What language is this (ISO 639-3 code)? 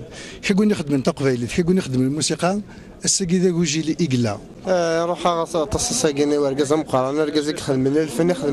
kab